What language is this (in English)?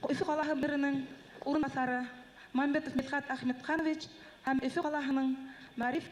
Bashkir